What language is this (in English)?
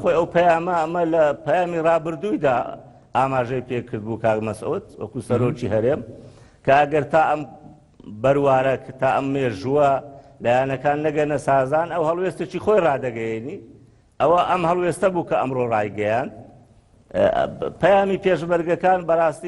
Central Kurdish